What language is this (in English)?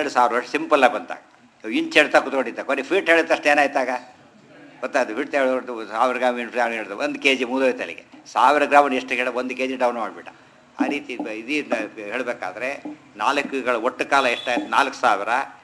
Kannada